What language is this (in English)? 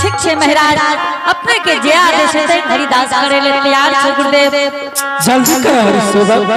Angika